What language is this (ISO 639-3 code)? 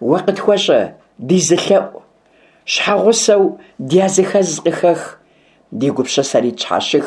kbd